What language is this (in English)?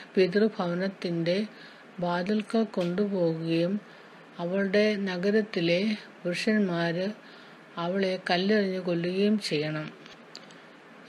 Malayalam